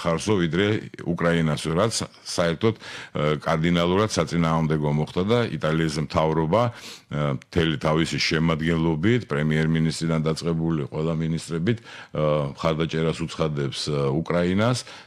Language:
Georgian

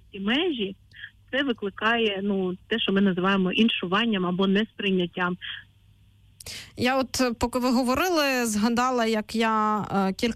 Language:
Ukrainian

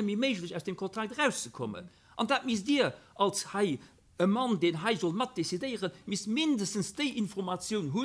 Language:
Luxembourgish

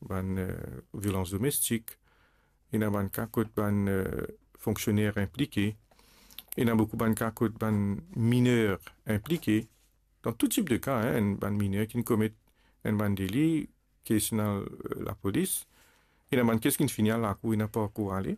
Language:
Morisyen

